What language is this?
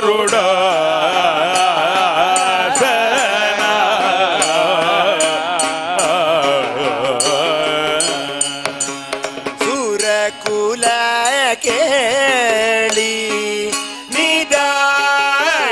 Sanskrit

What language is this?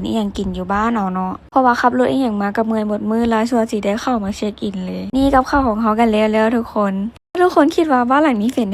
Lao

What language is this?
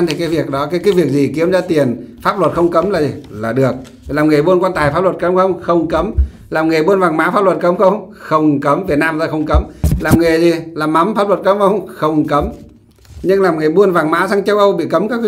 Vietnamese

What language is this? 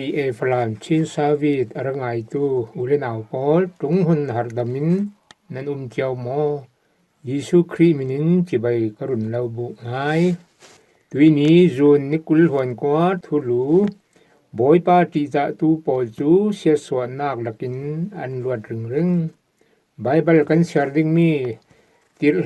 Falam Chin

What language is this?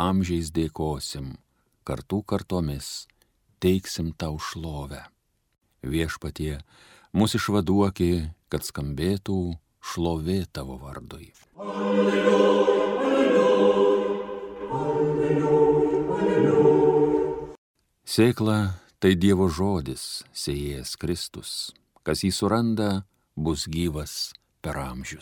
Lithuanian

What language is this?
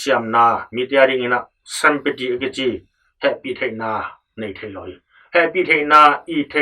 Tedim Chin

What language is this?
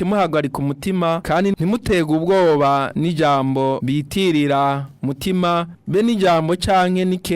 Rundi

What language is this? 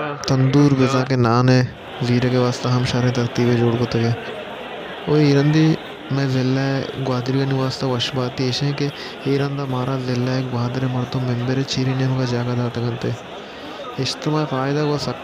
Baluchi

